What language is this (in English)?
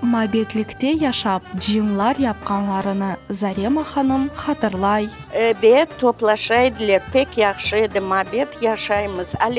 Crimean Tatar